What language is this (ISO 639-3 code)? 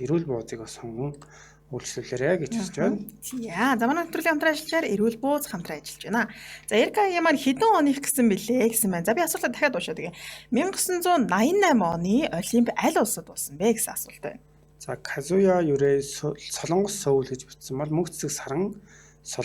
mon